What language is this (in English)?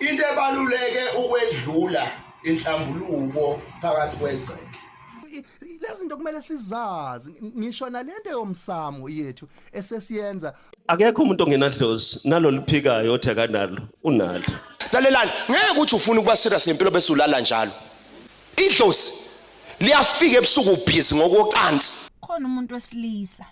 Zulu